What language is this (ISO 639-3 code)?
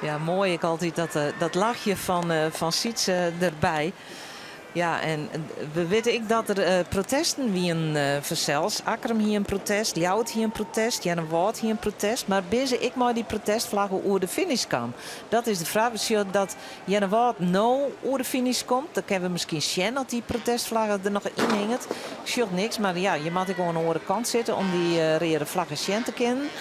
fry